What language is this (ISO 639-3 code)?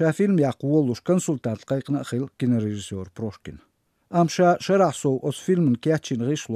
che